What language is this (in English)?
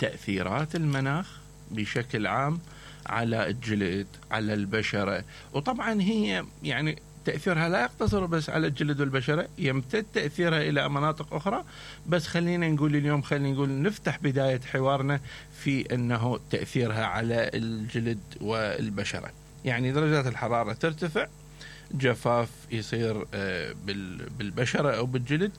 Mesopotamian Arabic